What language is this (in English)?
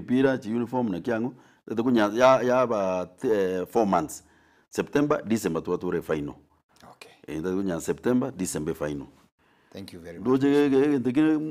Gusii